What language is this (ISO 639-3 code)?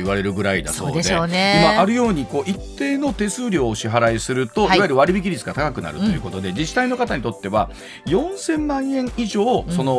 jpn